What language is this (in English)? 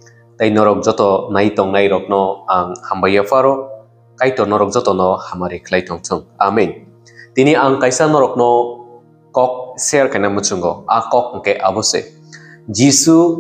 Kok Borok